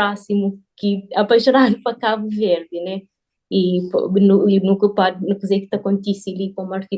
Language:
Kabuverdianu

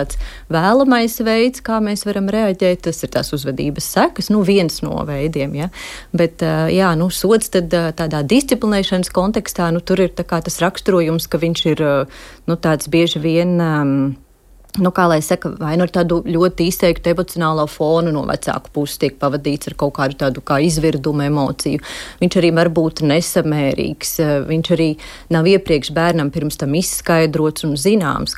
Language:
Latvian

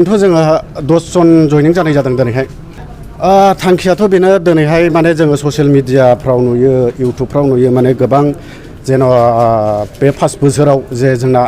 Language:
Bodo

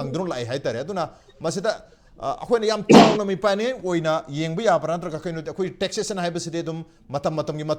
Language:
Manipuri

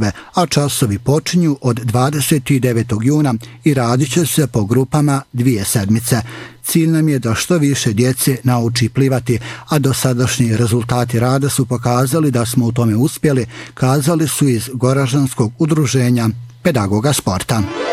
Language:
Bosnian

